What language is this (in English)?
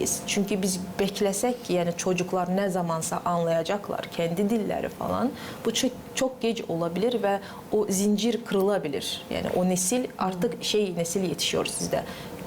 Gagauz